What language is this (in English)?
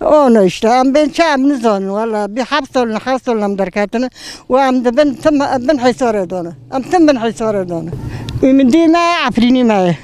Kurdish